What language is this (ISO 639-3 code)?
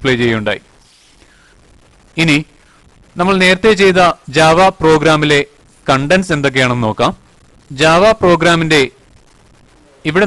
mal